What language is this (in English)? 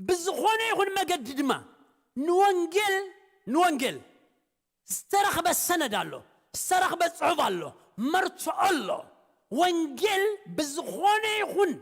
Tigrinya